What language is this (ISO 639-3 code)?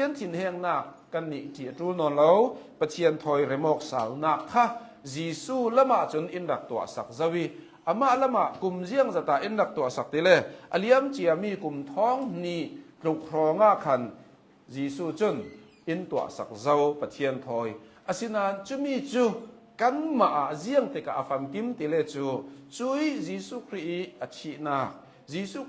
cnh